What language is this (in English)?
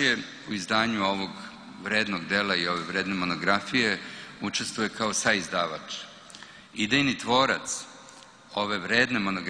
Serbian